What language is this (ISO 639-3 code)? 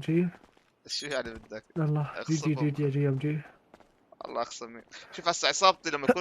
apc